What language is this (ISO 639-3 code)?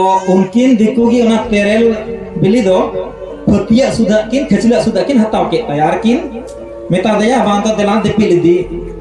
sat